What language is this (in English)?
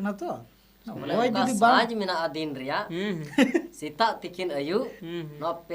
Santali